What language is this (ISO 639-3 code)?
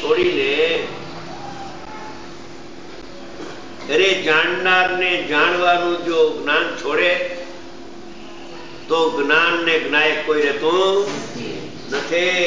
guj